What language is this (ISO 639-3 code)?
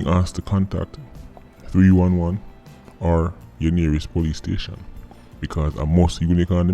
jam